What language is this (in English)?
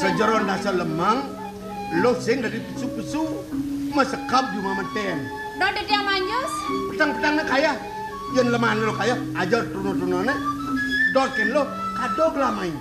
Balinese